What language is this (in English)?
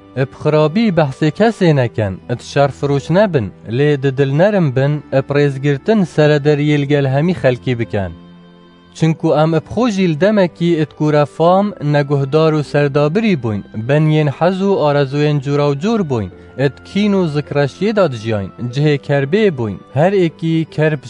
Kurdish